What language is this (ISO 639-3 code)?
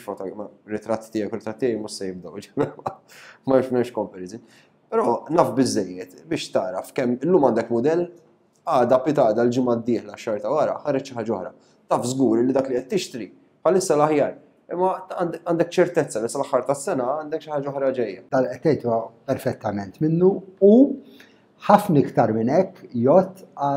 mlt